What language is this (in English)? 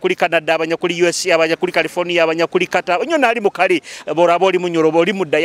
Nyoro